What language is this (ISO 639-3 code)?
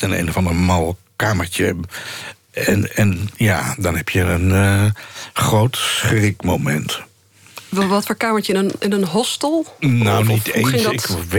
nld